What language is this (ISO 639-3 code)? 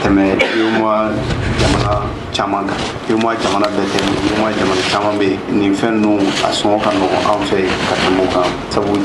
bam